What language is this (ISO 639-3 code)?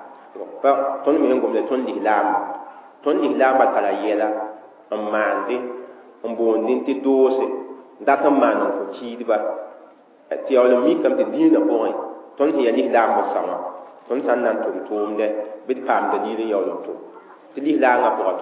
mos